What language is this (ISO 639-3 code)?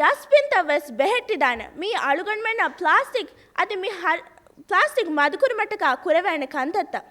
div